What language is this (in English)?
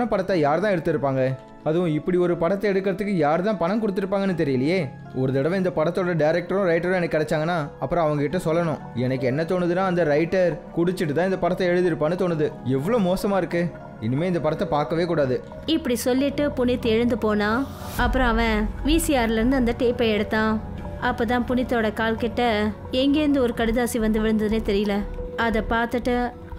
Tamil